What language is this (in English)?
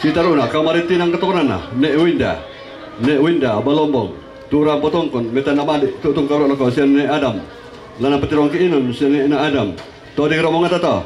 Toraja-Sa'dan